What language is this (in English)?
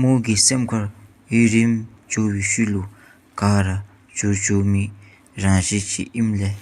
Dzongkha